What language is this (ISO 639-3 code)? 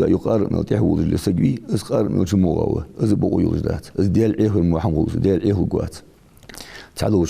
inh